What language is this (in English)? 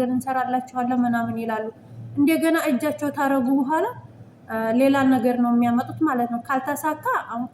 Amharic